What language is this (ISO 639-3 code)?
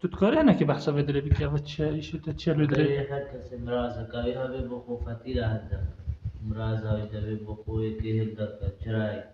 kur